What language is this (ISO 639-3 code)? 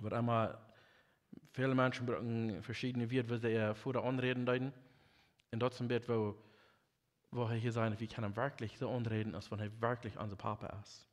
pdt